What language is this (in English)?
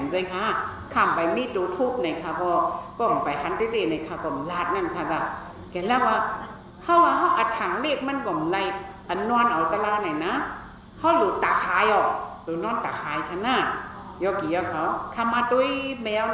Shan